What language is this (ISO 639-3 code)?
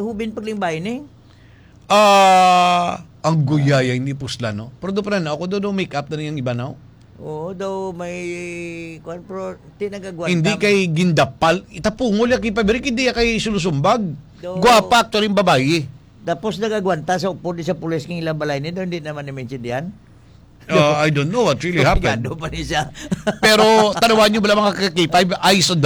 hil